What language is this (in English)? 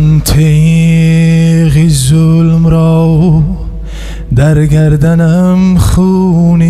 Tajik